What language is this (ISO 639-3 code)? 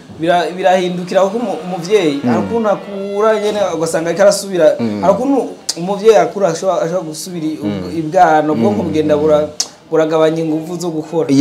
run